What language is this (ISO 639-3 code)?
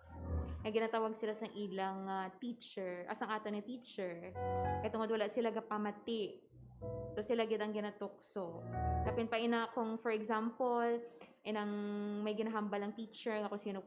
hil